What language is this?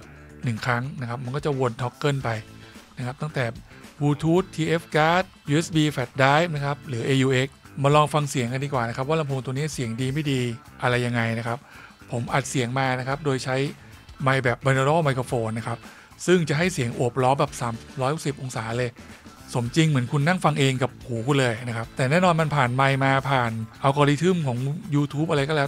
Thai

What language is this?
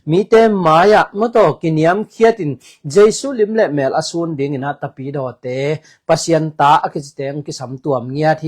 Tedim Chin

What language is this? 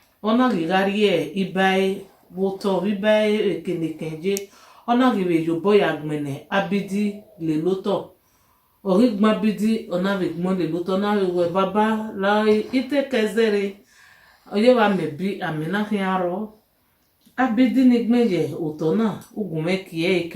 Bini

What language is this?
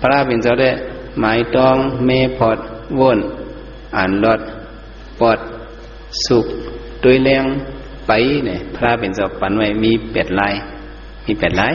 Shan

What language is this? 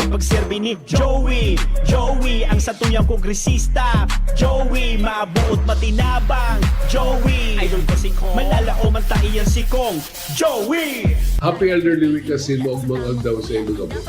Bikol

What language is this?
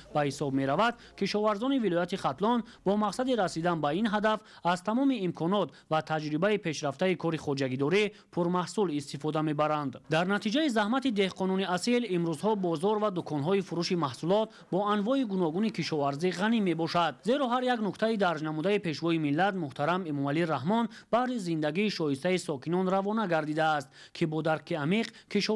Tajik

